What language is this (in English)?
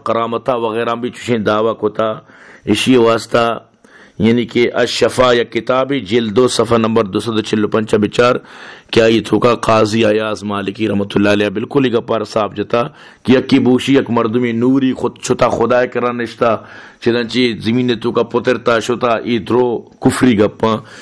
Baluchi